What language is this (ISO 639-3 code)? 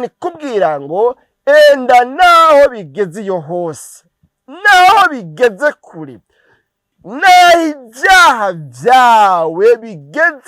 run